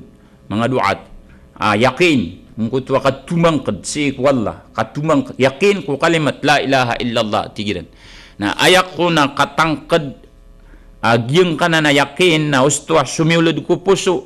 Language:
Maranao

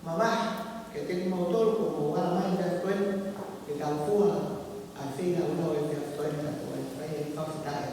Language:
Tongan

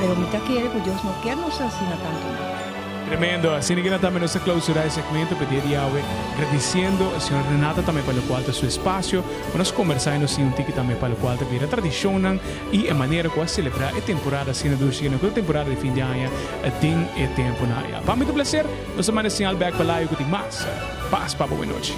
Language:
Papiamento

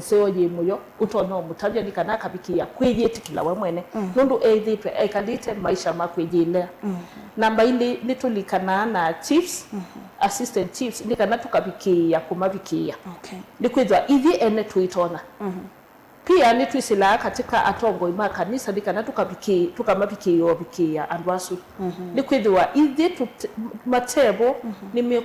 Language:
Kamba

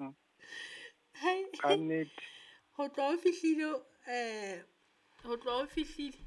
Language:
Southern Sotho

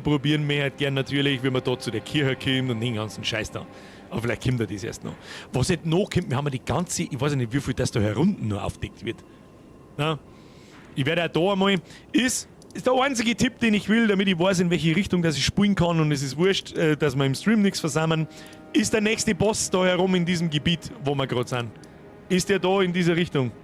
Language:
Bavarian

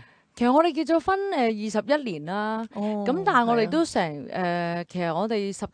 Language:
Cantonese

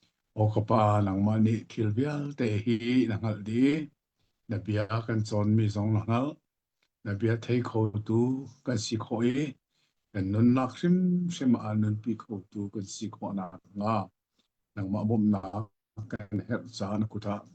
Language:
Hakha Chin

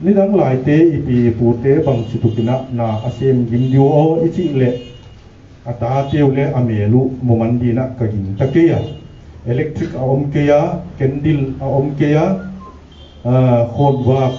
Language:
Paite Chin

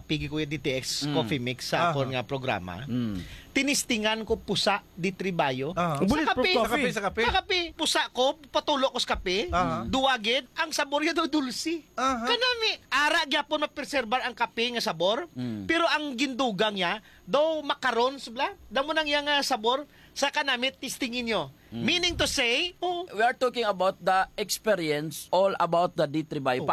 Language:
Hiligaynon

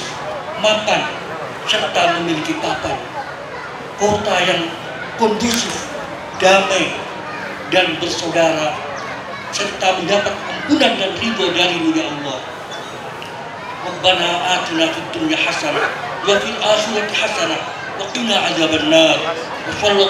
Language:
Indonesian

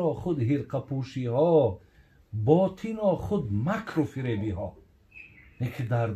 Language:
Tajik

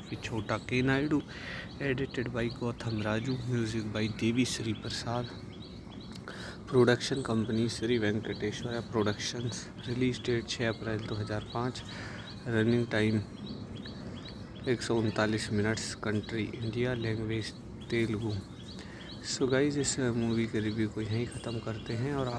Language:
Hindi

